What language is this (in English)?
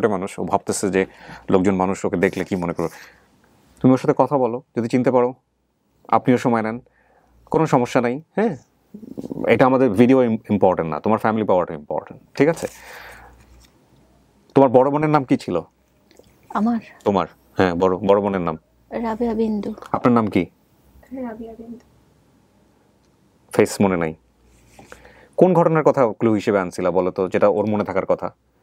Bangla